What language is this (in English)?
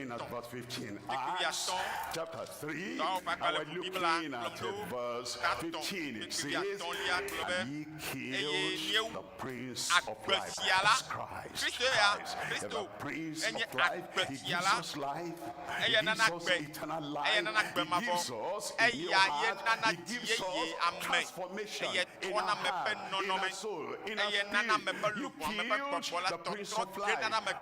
Ewe